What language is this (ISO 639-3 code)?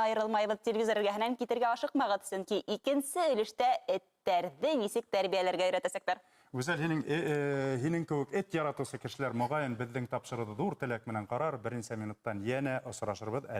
bak